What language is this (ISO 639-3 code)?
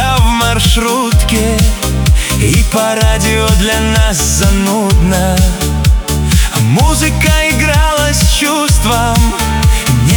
rus